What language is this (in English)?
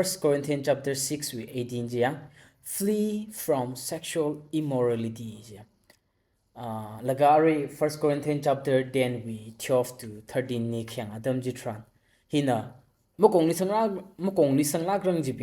Tangkhul Naga (India)